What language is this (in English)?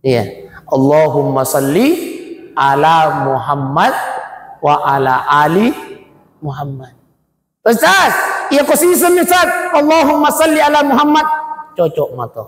Buginese